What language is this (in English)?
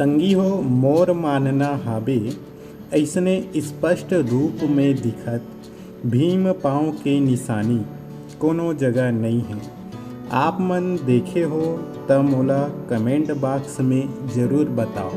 Chhattisgarhi